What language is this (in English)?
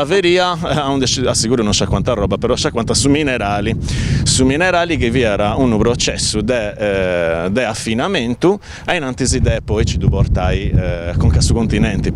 Sardinian